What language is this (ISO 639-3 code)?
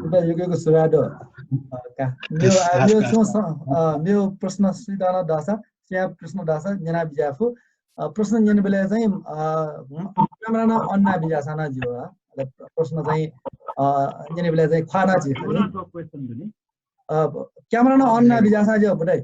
new